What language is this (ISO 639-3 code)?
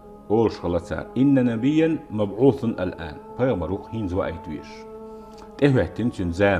che